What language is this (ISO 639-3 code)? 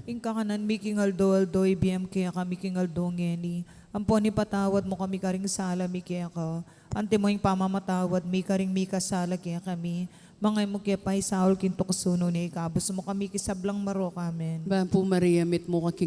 pam